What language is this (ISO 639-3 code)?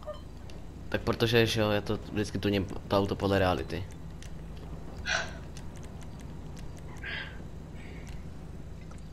ces